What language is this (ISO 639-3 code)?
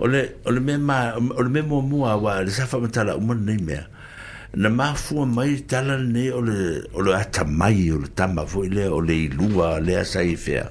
smo